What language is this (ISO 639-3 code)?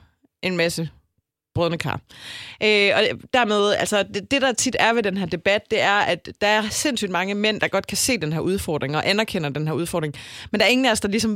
dan